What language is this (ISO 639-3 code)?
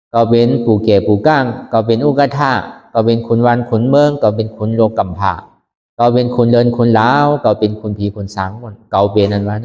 shn